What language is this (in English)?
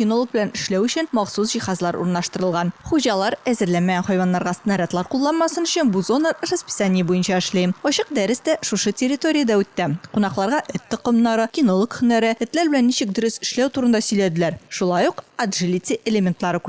Tatar